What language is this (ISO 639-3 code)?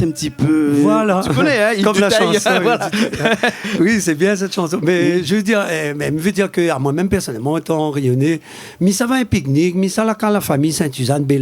rcf